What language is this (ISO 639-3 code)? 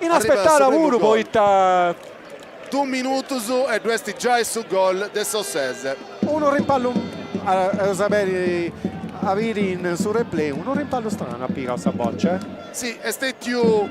srd